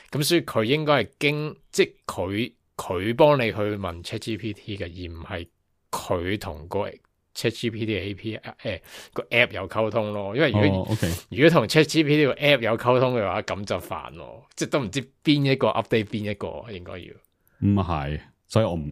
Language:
Cantonese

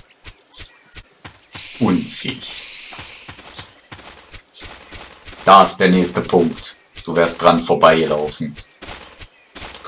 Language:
German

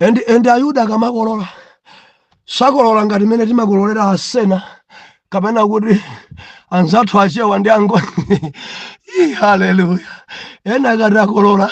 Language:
Nyanja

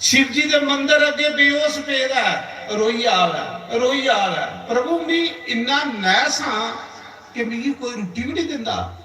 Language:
Dogri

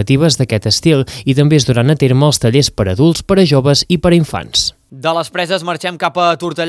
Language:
Catalan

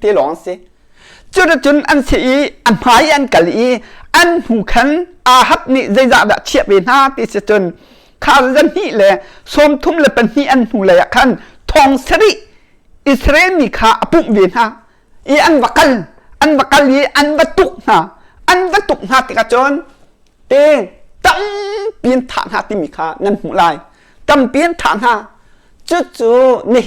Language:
Hakha Chin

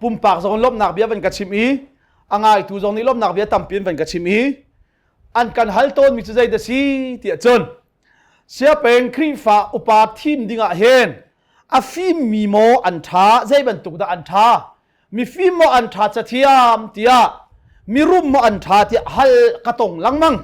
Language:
Hakha Chin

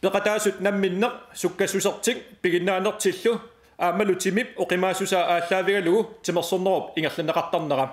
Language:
Kalaallisut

